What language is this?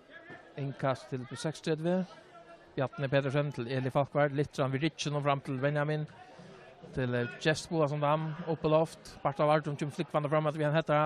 Faroese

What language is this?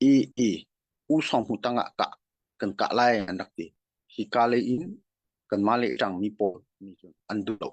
Hakha Chin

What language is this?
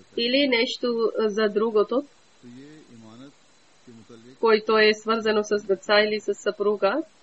Bulgarian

